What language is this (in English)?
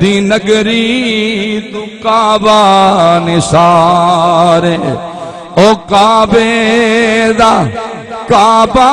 Saraiki